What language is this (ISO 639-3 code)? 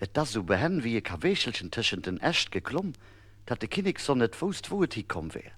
ltz